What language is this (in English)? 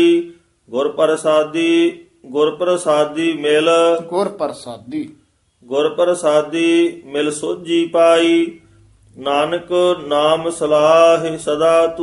Punjabi